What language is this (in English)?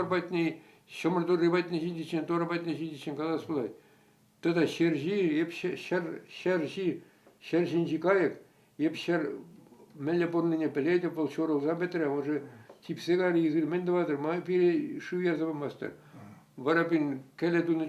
Chuvash